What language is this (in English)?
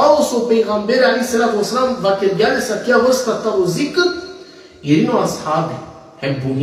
Balkan Romani